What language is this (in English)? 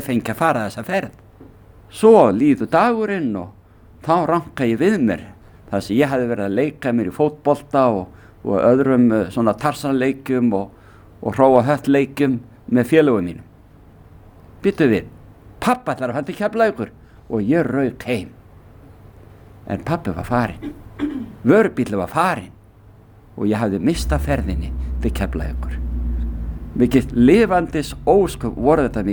Icelandic